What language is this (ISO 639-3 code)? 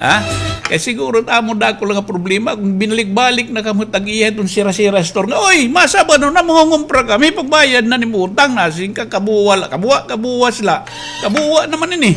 war